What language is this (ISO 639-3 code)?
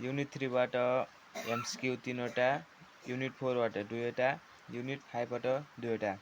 nep